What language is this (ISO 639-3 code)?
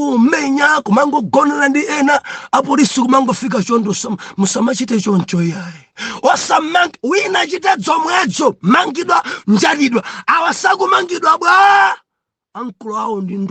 nya